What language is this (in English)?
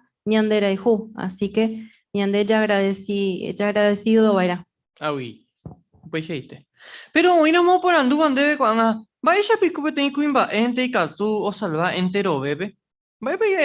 Guarani